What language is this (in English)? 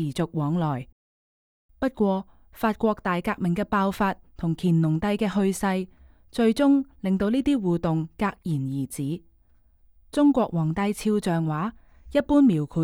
Cantonese